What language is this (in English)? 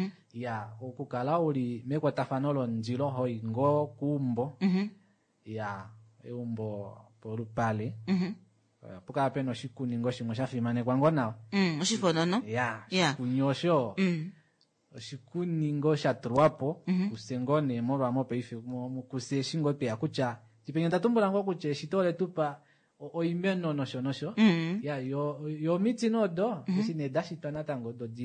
Kuanyama